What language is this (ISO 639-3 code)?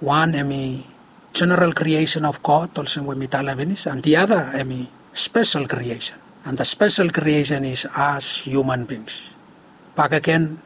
bis